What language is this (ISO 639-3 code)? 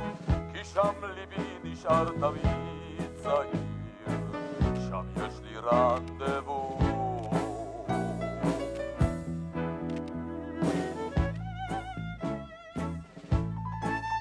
heb